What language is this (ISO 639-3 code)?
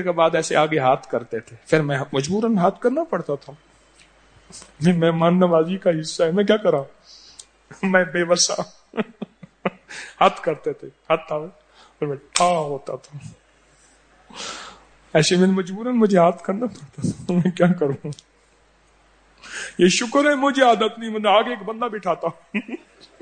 urd